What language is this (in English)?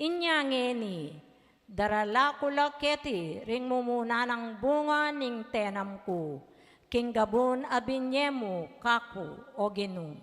Pampanga